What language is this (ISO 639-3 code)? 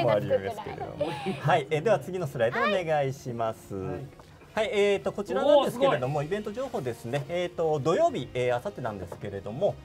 jpn